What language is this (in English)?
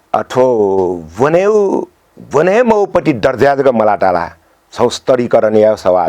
Newari